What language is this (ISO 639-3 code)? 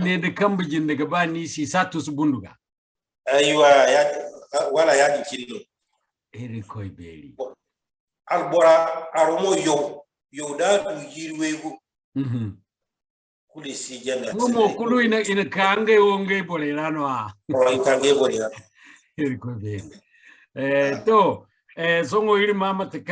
dje